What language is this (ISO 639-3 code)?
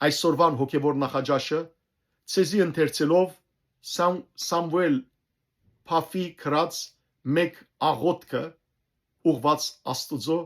hyw